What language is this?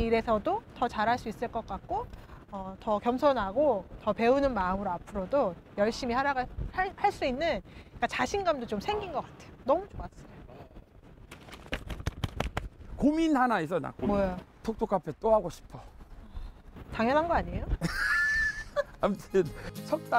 Korean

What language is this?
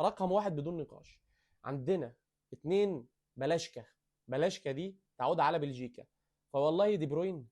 Egyptian Arabic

